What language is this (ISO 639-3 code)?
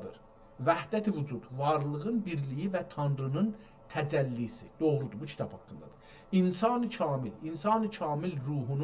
azb